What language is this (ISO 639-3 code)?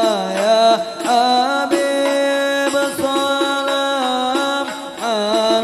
ara